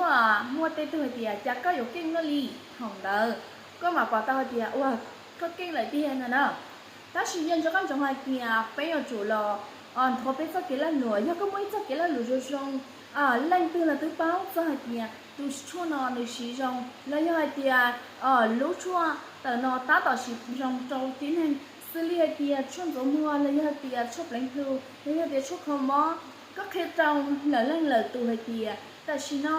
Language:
Hmong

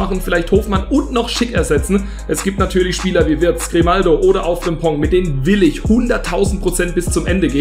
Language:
German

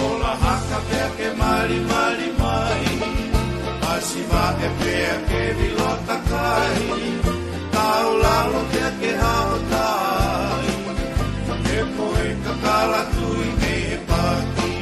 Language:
Tongan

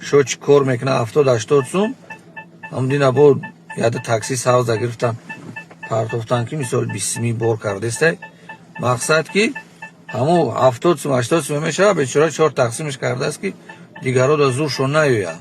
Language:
Tajik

